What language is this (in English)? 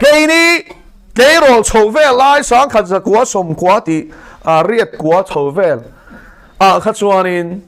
Mizo